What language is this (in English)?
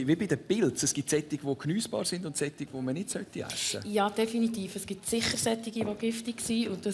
Swiss German